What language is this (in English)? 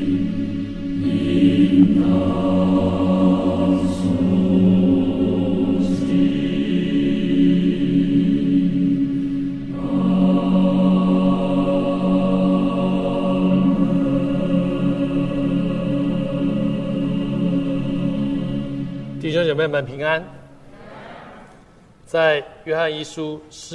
Chinese